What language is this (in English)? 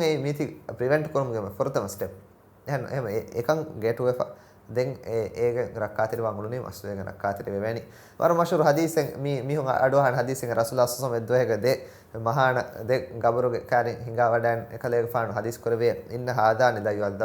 Divehi